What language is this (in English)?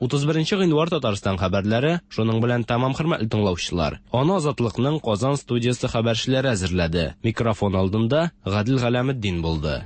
Tatar